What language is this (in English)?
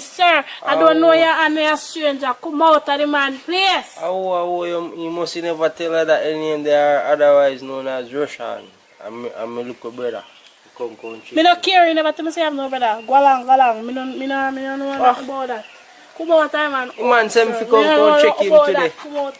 Jamaican Creole English